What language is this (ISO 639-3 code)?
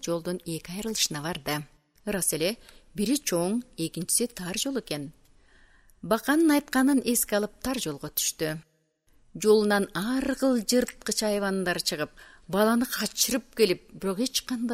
kir